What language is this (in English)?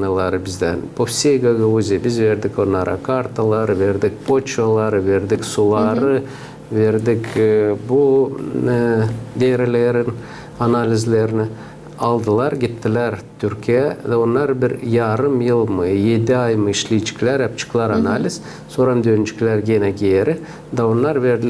Gagauz